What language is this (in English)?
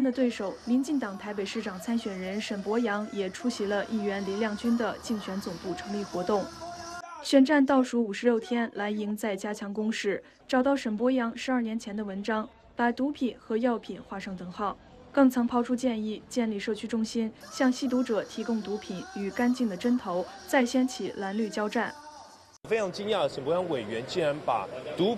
Chinese